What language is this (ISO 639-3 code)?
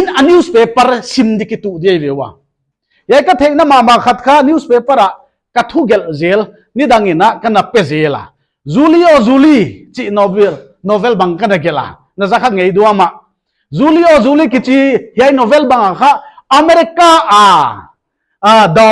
pck